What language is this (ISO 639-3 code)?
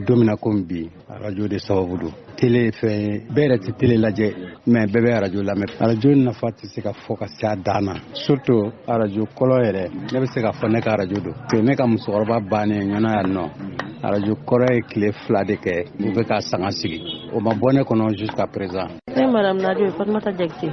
bam